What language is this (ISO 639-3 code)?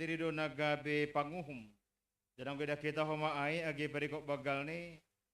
bts